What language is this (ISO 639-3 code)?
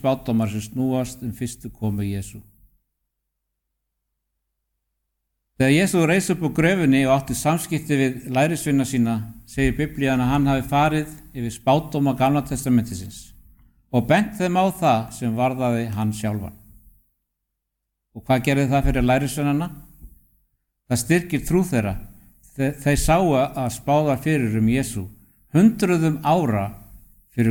isl